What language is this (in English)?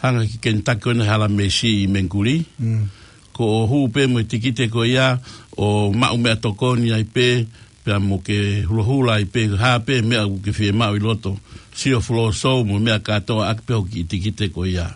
Tongan